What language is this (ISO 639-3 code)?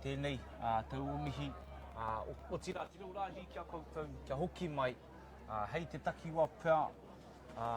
mri